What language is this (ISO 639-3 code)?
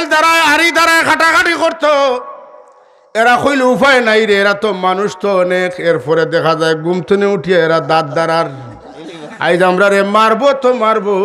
syl